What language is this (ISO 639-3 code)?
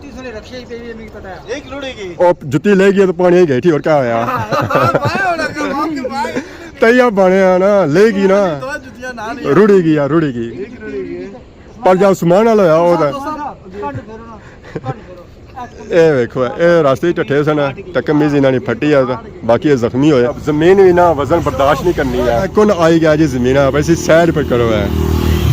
phr